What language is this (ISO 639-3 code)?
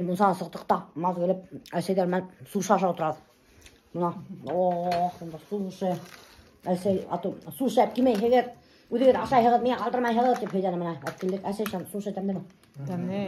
bak